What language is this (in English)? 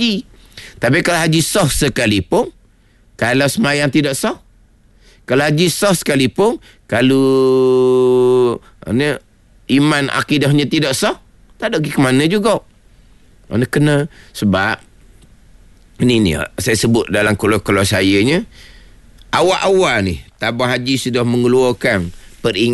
Malay